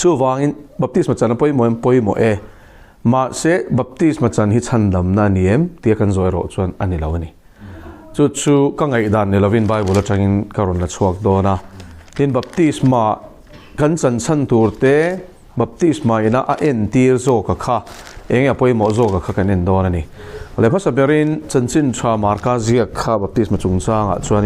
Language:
Mizo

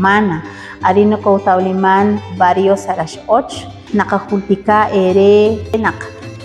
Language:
Kekchí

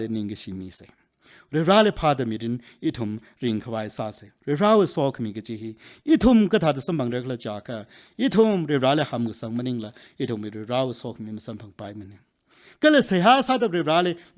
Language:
Tangkhul Naga (India)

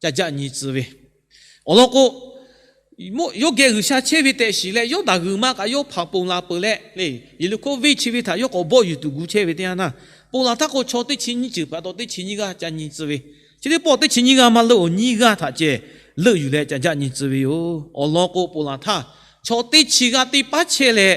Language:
Lahu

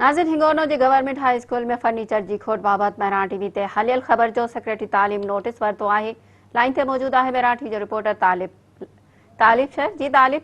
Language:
Sindhi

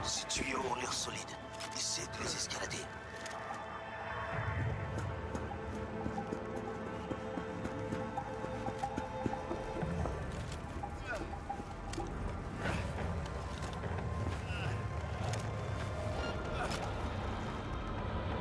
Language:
French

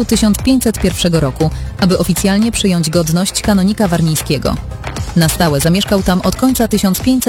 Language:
Polish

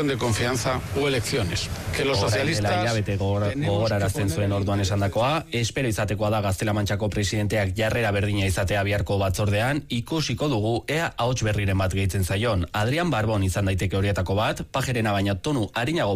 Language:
Basque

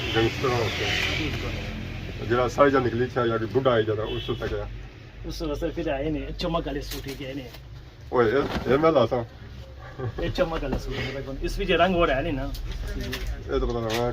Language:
Pahari-Potwari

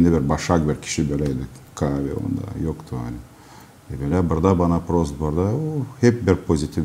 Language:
Gagauz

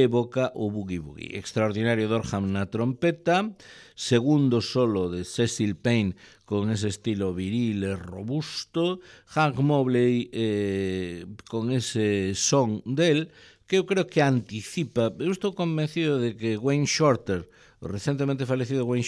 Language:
Galician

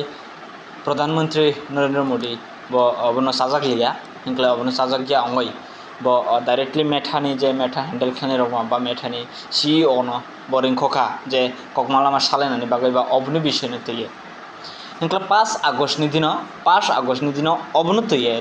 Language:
Kok Borok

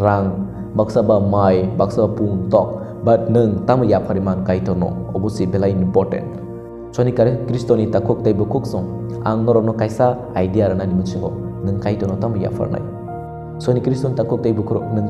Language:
Kok Borok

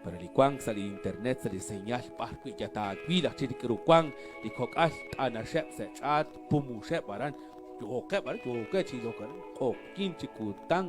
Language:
Kekchí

